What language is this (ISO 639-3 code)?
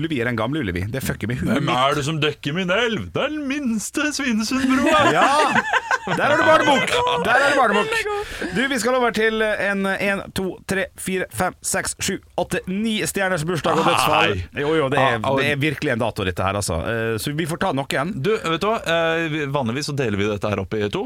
nor